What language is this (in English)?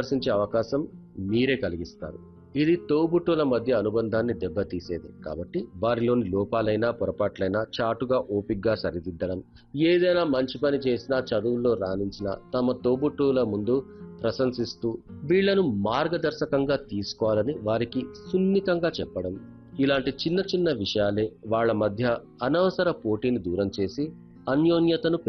Telugu